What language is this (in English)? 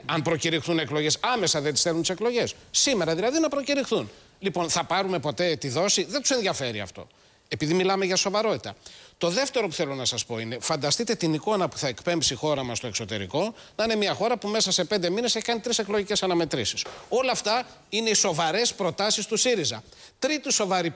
Greek